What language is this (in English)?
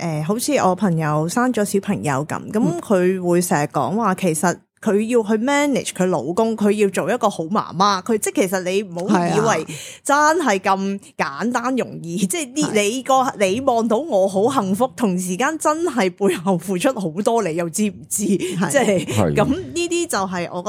Cantonese